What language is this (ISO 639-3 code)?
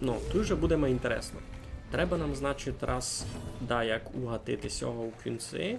rue